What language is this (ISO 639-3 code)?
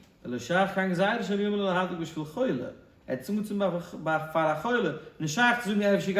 yid